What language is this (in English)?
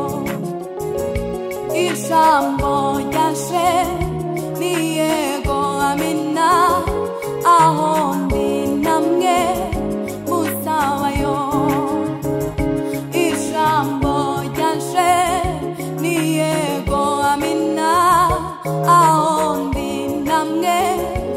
Kinyarwanda